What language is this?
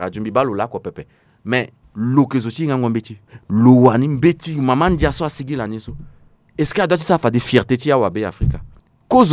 Sango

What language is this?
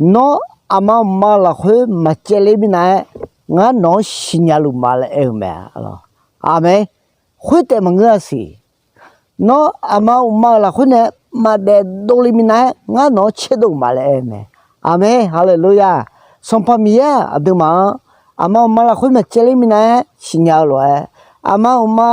Akha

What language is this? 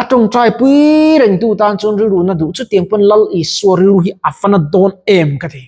Mizo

